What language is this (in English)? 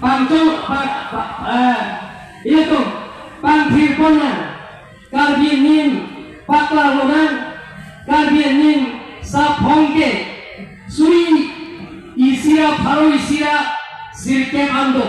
Karbi